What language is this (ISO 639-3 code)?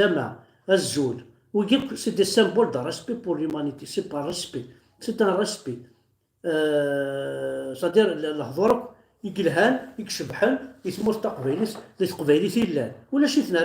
kab